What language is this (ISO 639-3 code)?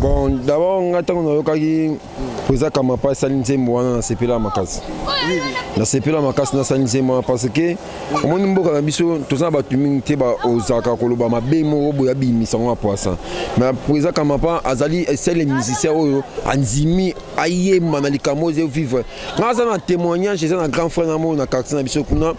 lin